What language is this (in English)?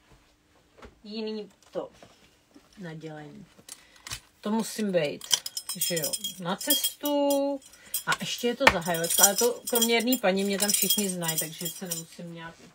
Czech